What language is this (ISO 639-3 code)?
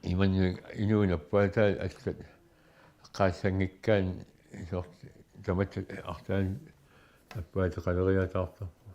kal